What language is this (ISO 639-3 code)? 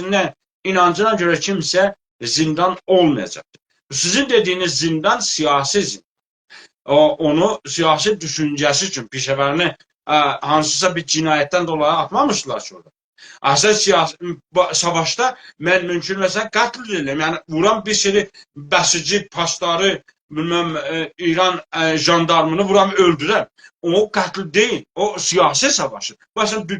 azb